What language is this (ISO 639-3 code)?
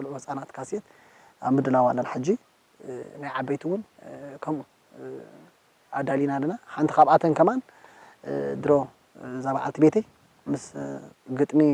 tir